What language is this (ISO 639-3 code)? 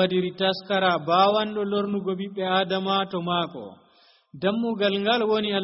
fuv